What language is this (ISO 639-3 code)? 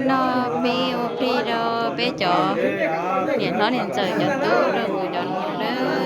hmn